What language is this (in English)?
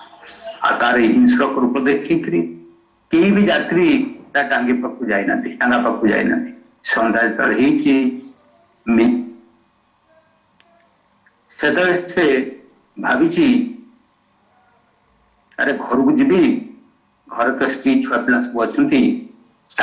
Odia